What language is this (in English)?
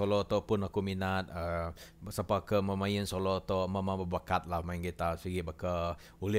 Iban